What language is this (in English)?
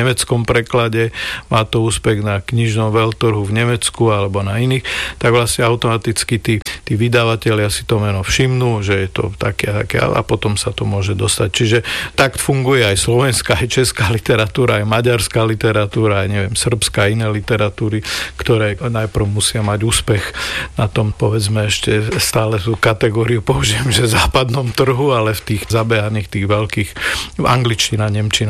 Slovak